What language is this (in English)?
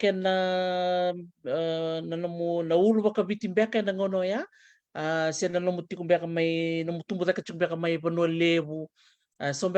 Fijian